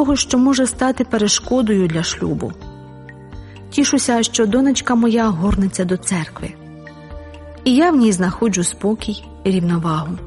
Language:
Ukrainian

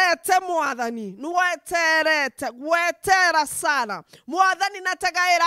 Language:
Meru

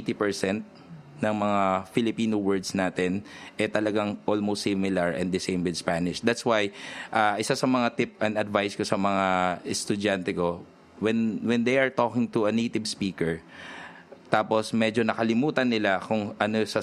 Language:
Filipino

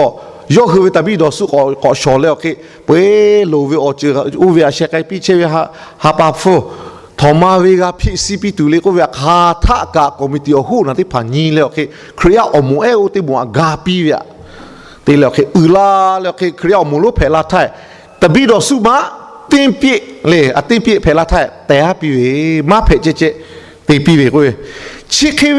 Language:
Lahu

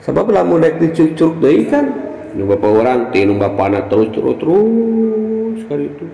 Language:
Sundanese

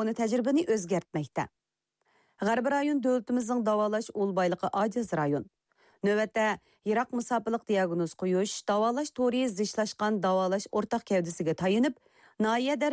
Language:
Uyghur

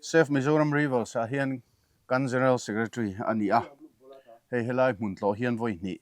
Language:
Mizo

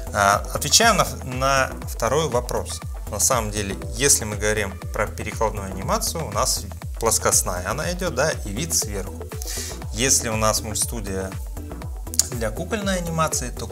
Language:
Russian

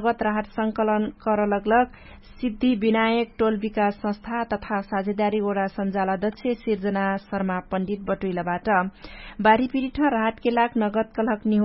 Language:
Dangaura Tharu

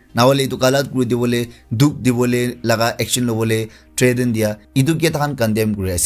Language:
Naga Pidgin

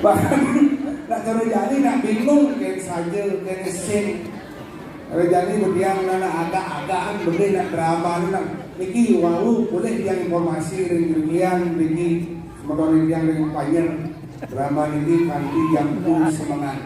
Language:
Balinese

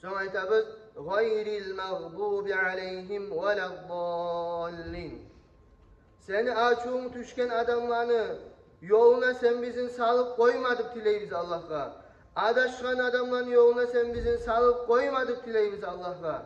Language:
Kumyk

